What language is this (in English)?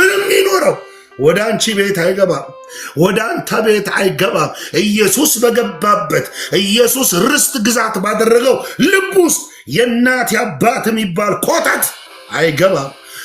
Amharic